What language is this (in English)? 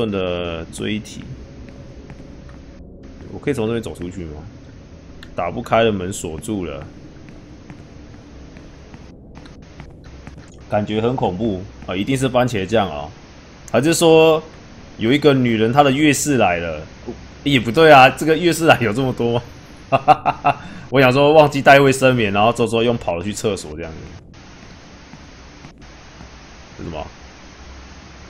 Chinese